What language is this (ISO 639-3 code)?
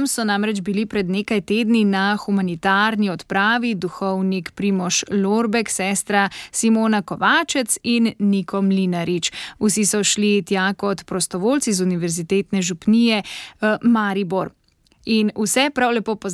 slv